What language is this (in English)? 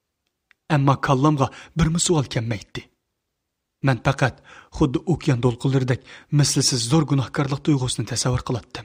Uyghur